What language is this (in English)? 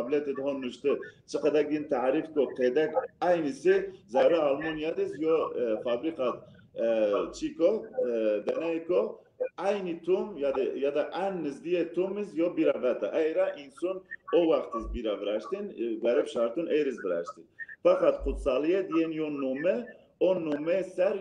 Zaza